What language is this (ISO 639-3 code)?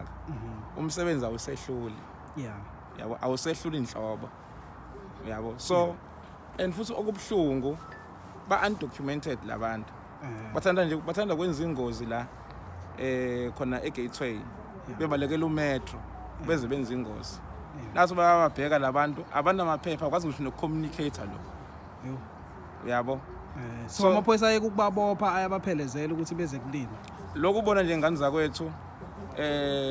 zul